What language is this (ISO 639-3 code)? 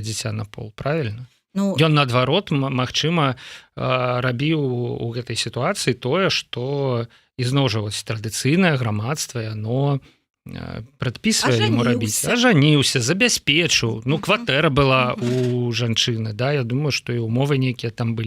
bel